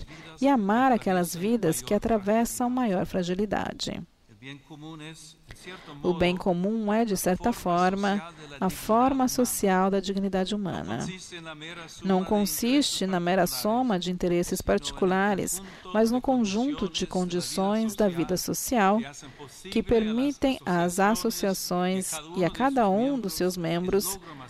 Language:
Portuguese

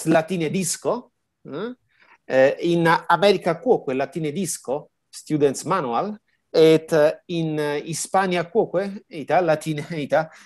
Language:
Latin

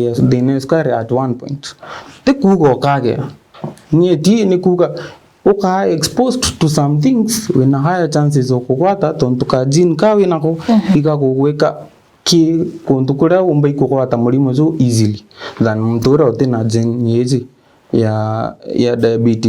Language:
Meru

